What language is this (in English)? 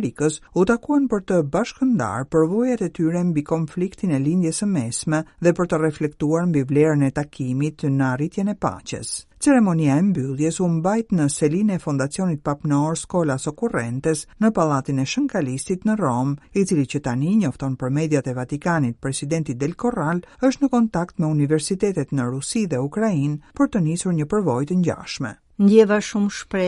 Albanian